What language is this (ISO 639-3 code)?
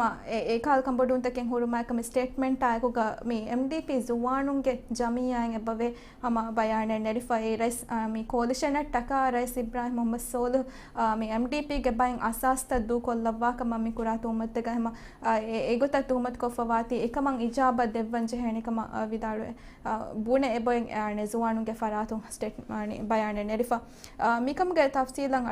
div